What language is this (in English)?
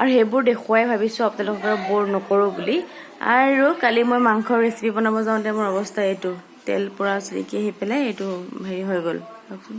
Assamese